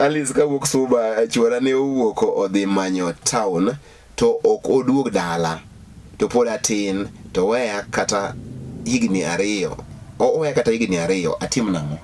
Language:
Luo (Kenya and Tanzania)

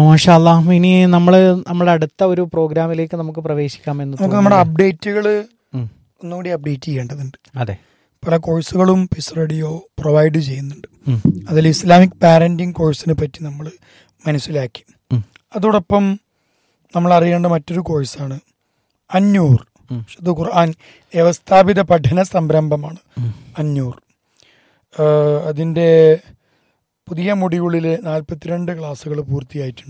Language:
Malayalam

